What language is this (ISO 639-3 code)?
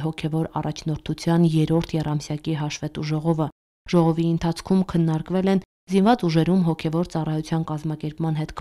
hye